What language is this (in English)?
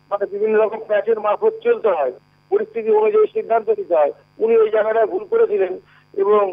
Bangla